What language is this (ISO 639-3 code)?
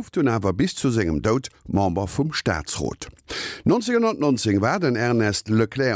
ltz